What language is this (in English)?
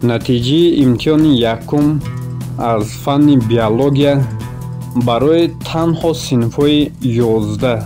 Tajik